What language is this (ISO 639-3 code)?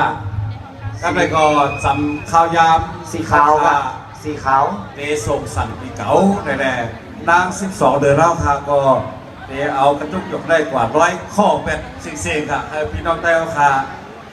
shn